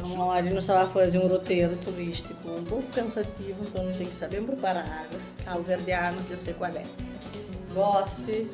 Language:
Kabuverdianu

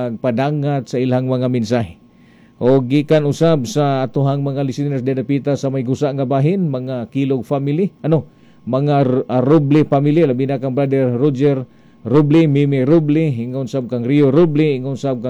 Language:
Cebuano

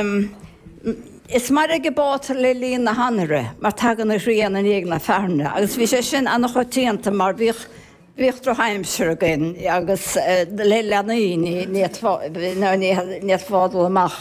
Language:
Irish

